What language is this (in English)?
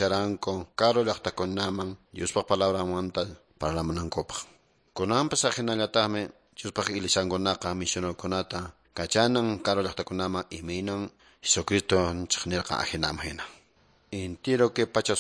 Quechua